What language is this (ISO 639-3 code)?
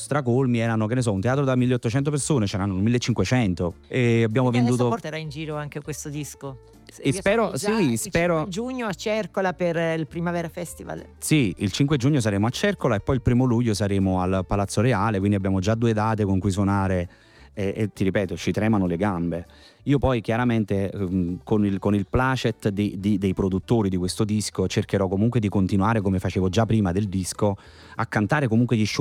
ita